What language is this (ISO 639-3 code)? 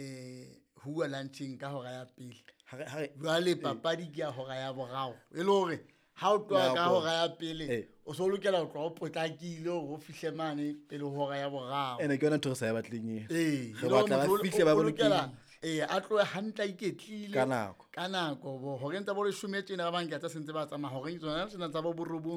sot